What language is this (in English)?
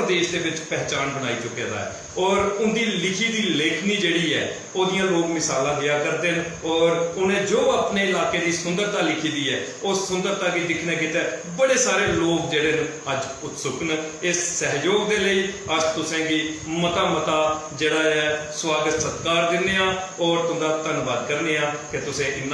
Dogri